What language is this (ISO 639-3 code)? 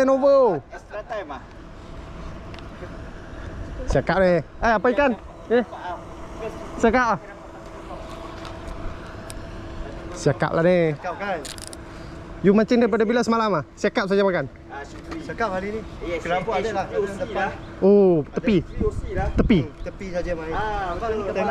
msa